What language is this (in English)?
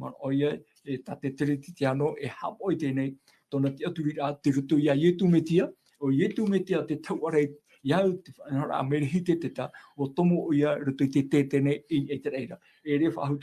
Tahitian